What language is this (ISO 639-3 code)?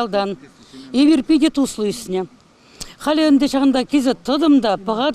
chv